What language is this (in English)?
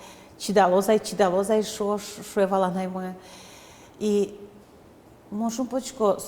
Udmurt